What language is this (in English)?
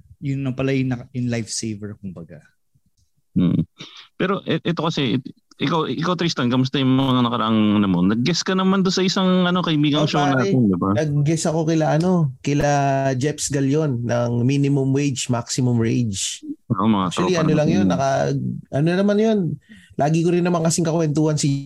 Filipino